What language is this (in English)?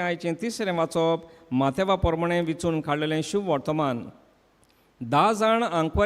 Konkani